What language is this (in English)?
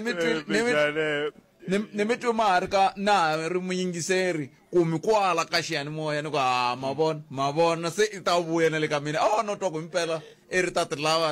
Tsonga